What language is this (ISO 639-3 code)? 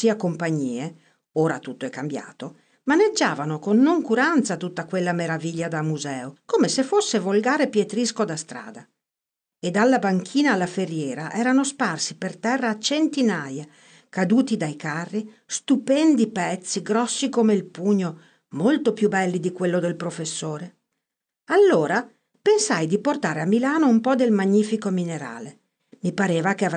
ita